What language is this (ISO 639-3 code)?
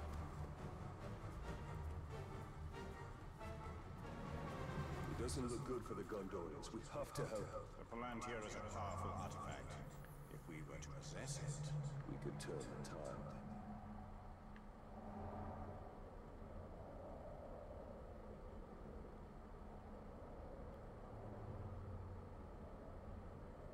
eng